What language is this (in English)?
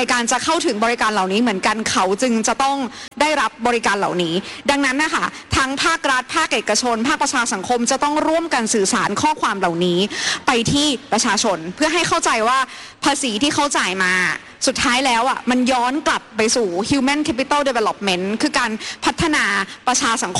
Thai